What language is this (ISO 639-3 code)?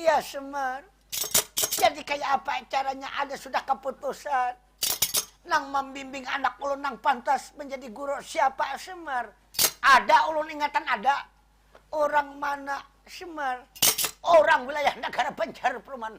bjn